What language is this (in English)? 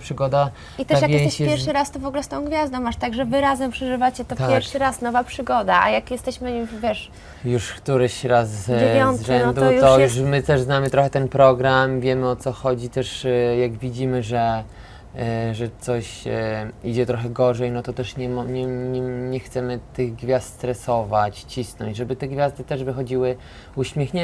Polish